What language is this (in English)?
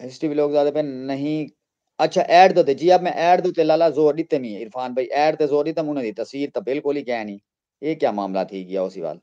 Saraiki